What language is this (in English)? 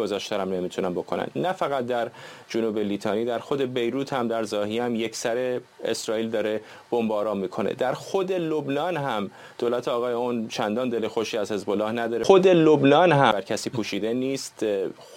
Persian